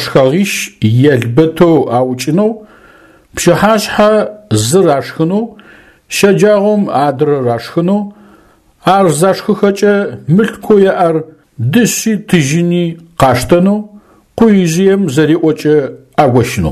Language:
Adyghe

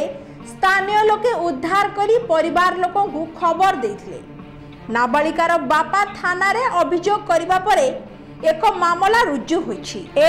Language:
Odia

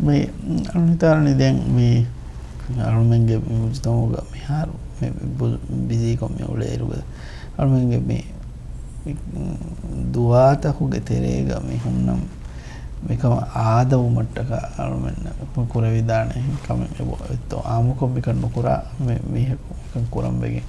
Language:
Divehi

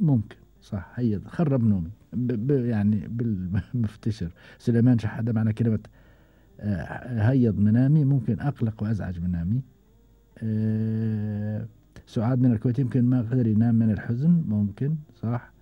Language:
Gulf Arabic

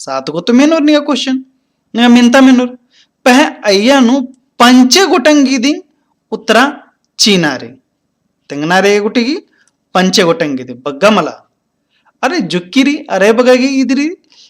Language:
Kurukh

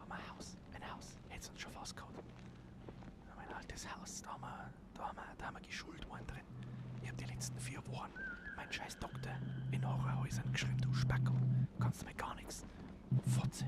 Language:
Bavarian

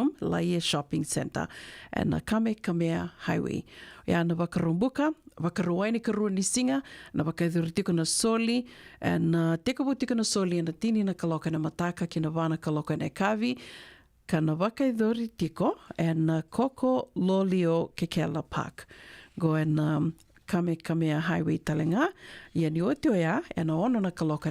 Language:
Fijian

